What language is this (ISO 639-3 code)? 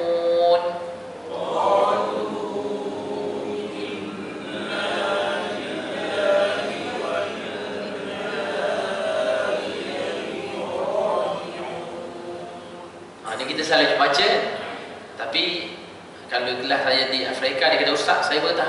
msa